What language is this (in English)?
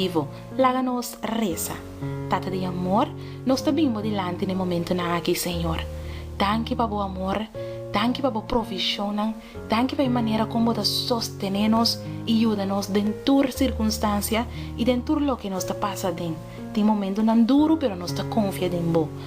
Papiamento